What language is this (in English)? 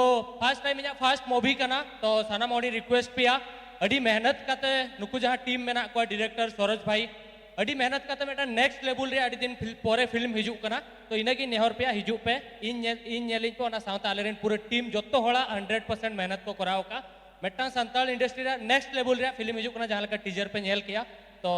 Santali